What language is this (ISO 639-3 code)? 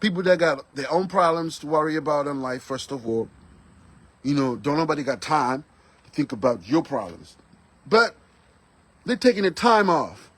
nya